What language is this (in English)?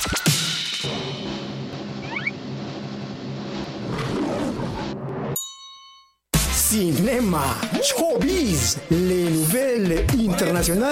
French